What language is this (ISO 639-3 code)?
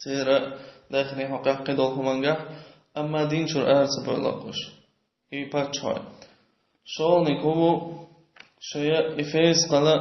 che